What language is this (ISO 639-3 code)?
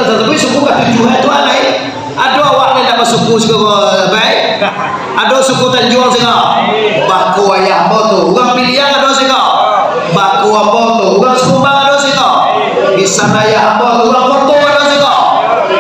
min